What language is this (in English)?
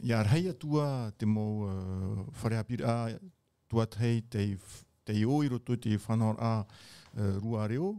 Tahitian